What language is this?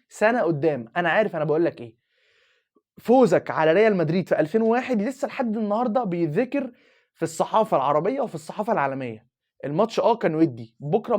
Egyptian Arabic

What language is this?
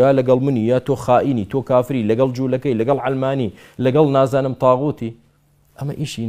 Central Kurdish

